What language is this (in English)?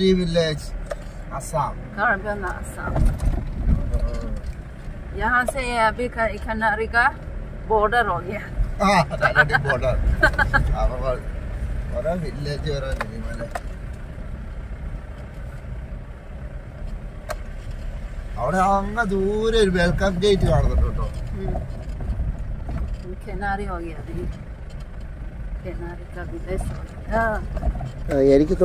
Malayalam